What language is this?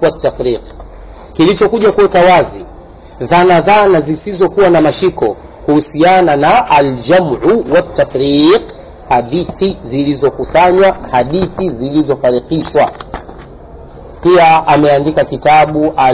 Swahili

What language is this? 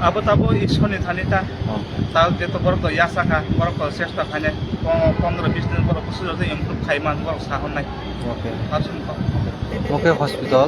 Kok Borok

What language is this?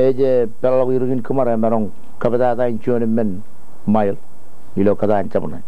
Marshallese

